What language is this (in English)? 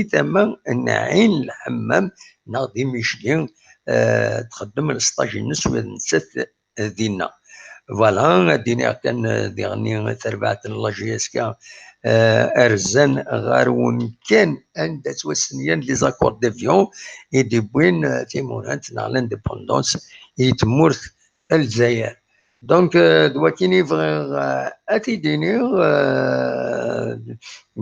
Kabyle